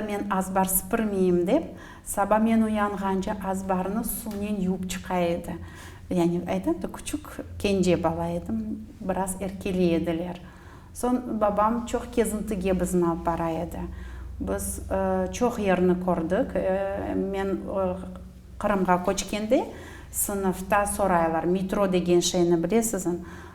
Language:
Crimean Tatar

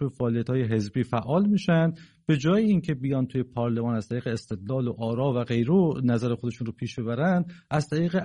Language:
Persian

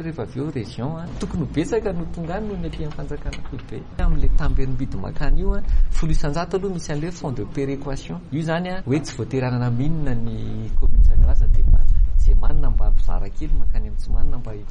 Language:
Malagasy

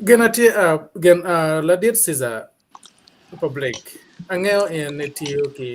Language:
Acoli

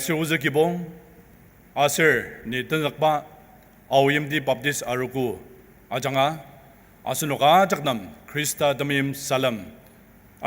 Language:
Ao Naga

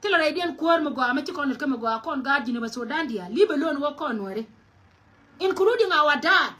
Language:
Nuer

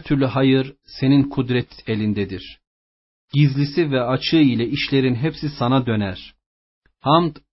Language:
Turkish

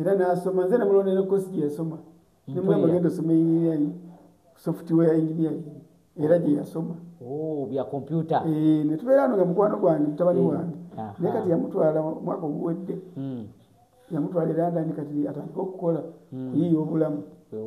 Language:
Ganda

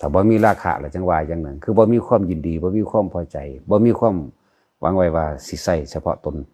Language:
Lao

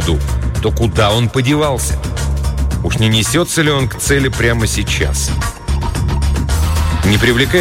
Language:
Russian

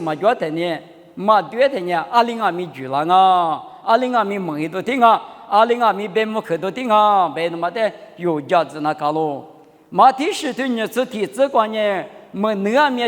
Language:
Lisu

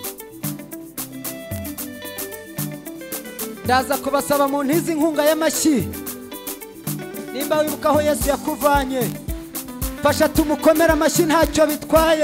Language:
Kinyarwanda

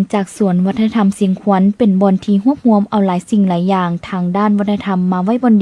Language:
Lao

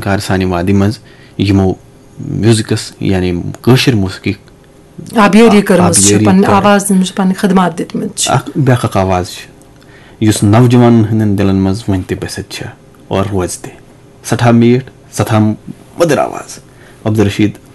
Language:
Kashmiri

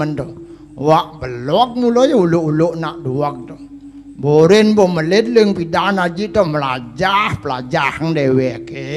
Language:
Balinese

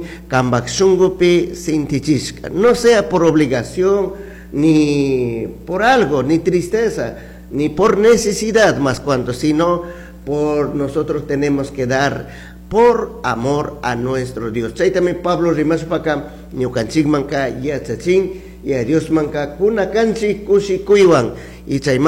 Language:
Chimborazo Highland Quichua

